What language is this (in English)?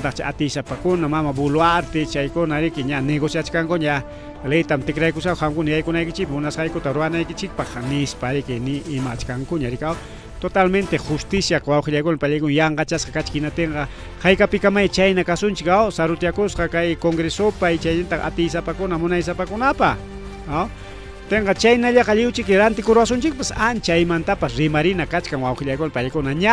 Ayacucho Quechua